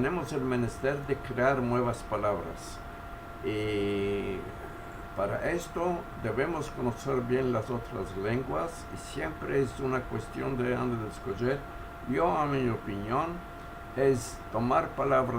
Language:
Ladino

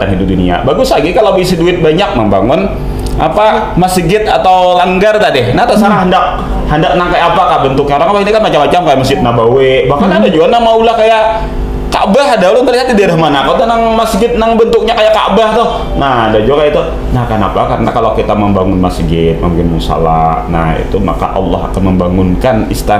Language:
Banjar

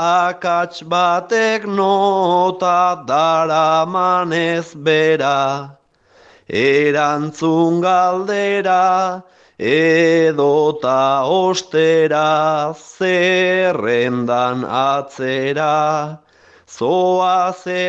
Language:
Basque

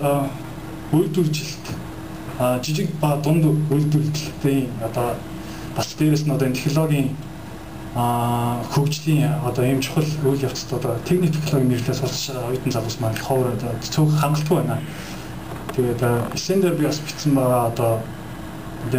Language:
Mongolian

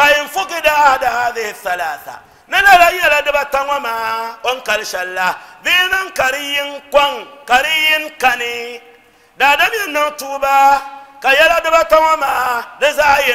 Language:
Dagbani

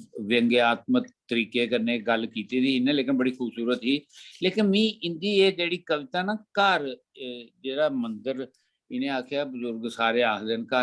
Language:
Dogri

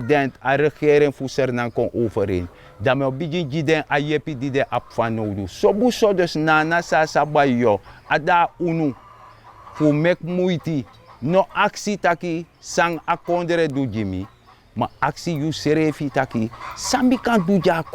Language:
Sranan Tongo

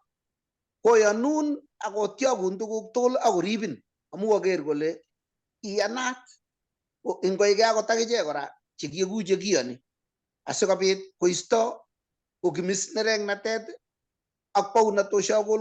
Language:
Kalenjin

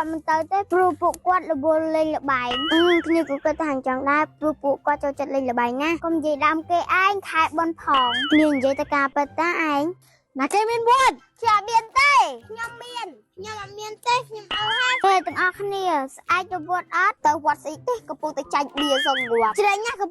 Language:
Khmer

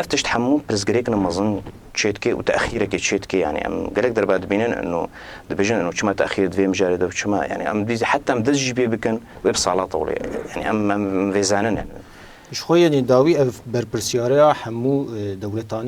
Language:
Kurdish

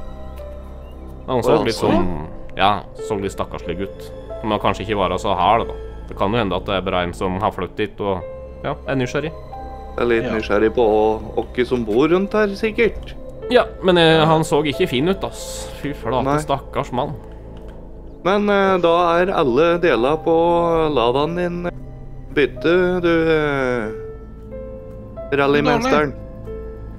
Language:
Norwegian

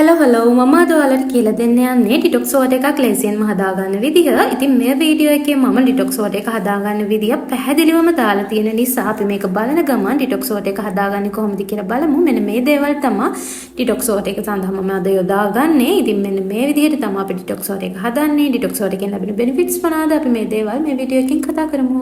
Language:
Sinhala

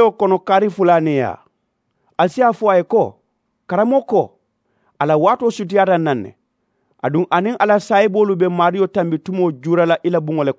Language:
Mandingo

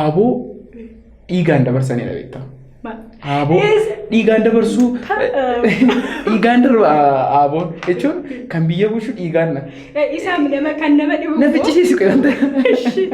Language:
Oromo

